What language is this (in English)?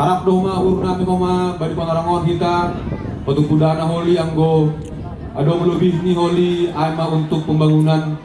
Batak Simalungun